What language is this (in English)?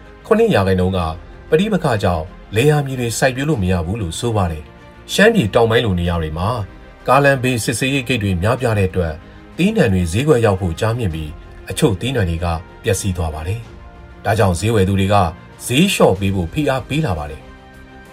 Burmese